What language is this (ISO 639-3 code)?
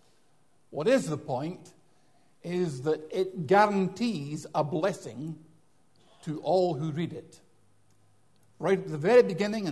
eng